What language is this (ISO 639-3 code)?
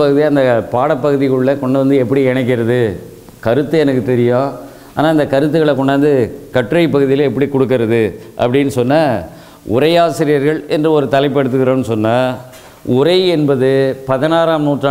tam